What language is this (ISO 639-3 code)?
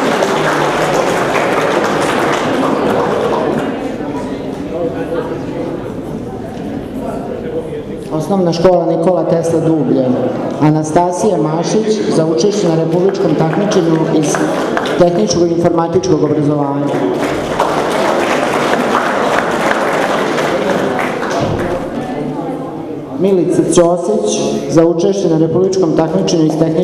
srp